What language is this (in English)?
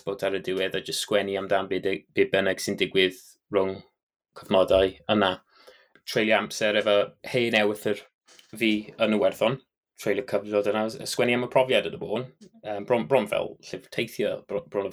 Welsh